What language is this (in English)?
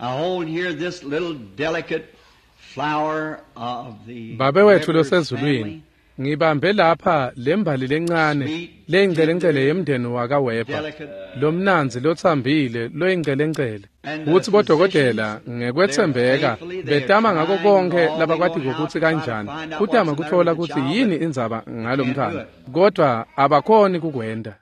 Swati